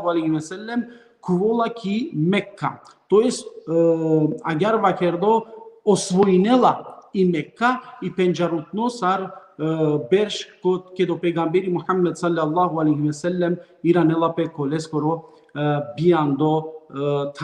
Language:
Balkan Romani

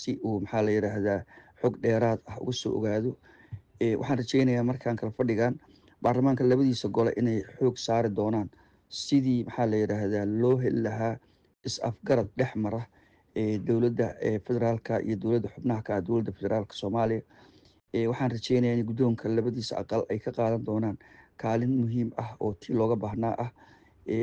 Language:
Somali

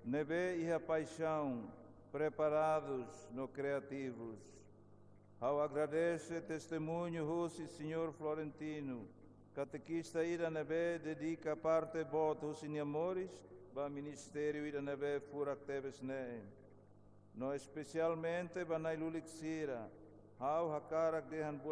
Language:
Tetum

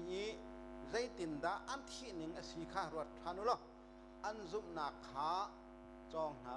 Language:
Hakha Chin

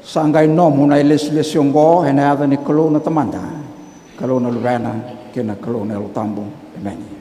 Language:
Fijian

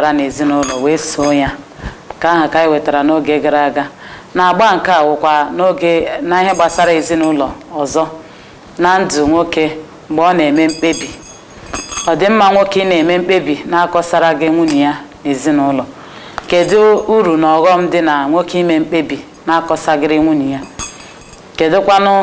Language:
Igbo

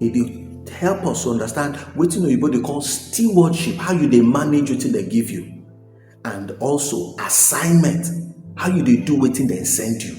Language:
Nigerian Pidgin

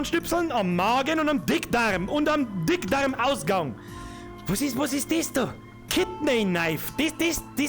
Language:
Bavarian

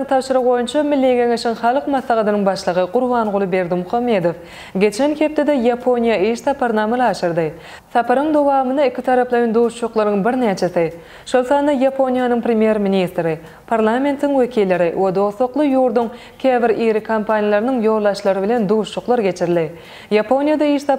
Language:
Turkmen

